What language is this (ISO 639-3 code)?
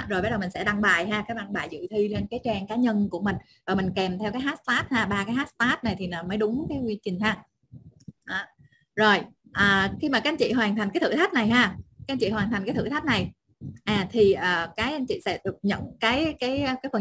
vie